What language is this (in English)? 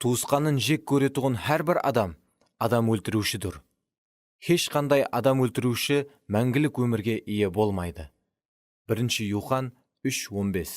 Kara-Kalpak